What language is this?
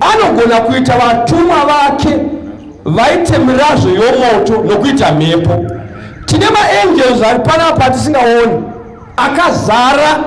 Shona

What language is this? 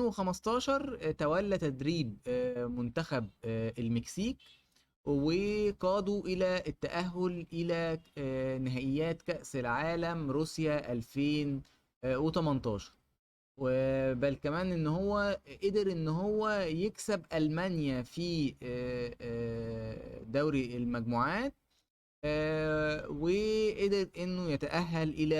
Egyptian Arabic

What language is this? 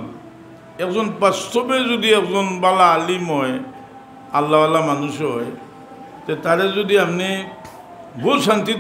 Sylheti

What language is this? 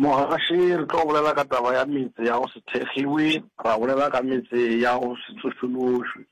Northern Sotho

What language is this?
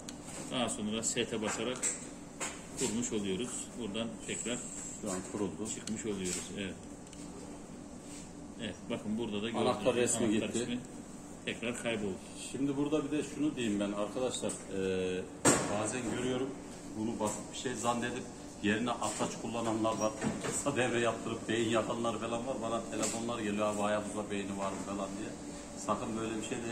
Turkish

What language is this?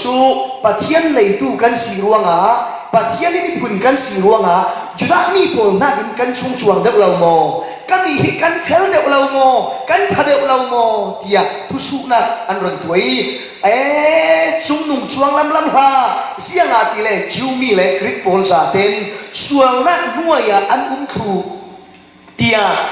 Falam Chin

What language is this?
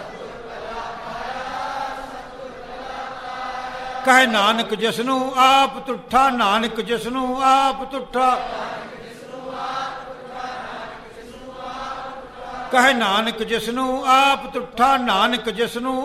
Punjabi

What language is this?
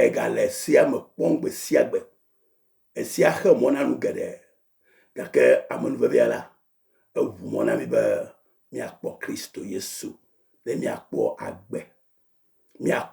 Ewe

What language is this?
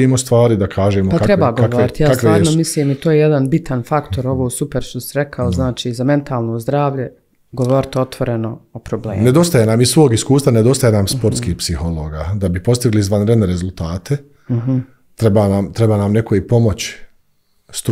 Bosnian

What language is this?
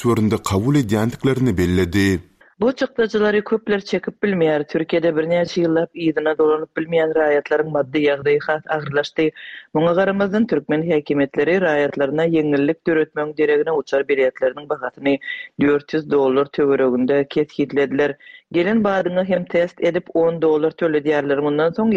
Turkmen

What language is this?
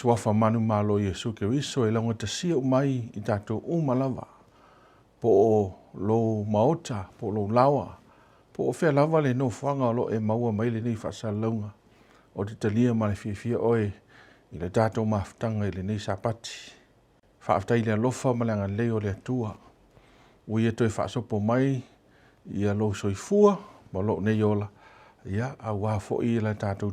Samoan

